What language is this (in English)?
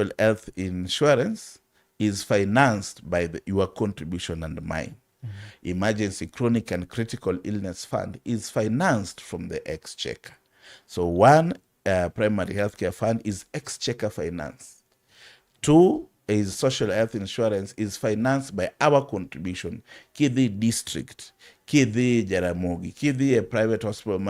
Luo (Kenya and Tanzania)